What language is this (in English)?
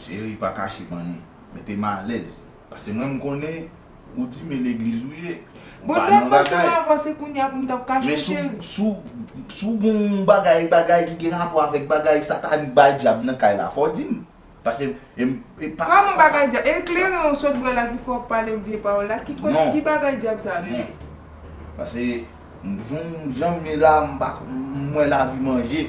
Haitian Creole